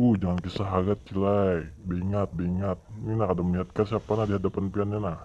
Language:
Banjar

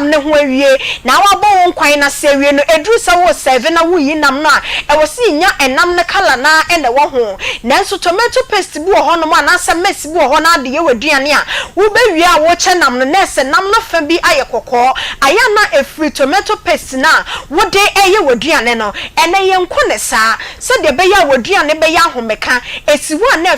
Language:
Akan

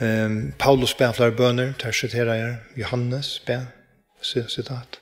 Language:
Faroese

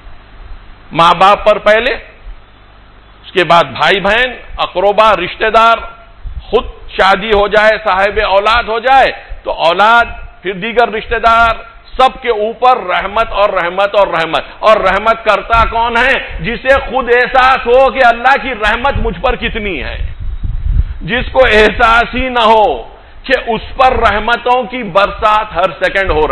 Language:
Urdu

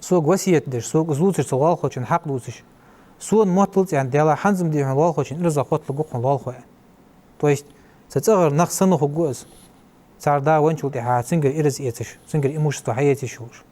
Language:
Ingush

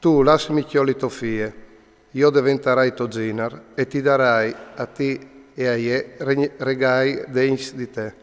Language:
Friulian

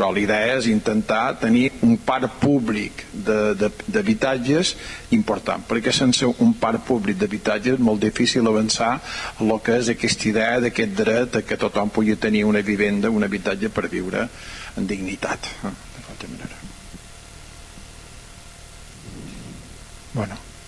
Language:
Catalan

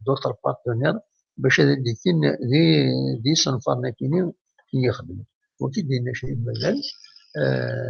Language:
Kabyle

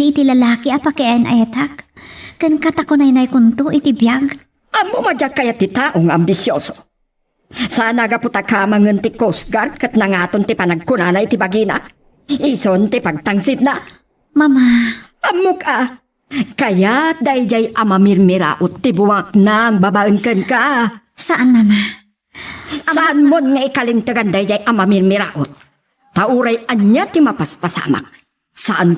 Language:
Iloko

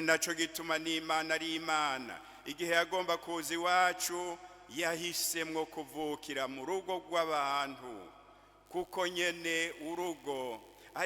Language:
Rundi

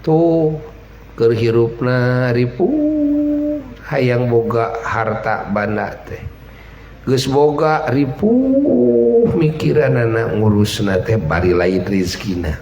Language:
Sundanese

